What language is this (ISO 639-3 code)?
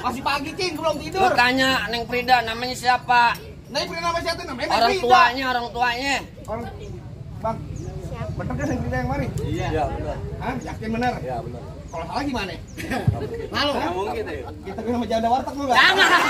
bew